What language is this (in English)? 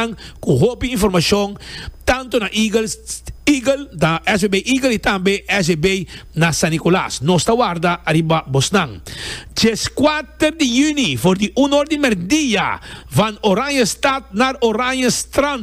Papiamento